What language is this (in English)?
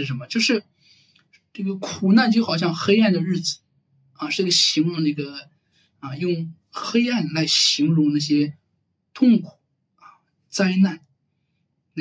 Chinese